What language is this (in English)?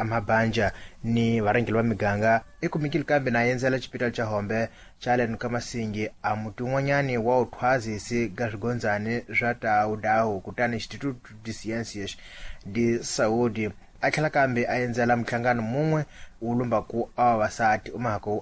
Tsonga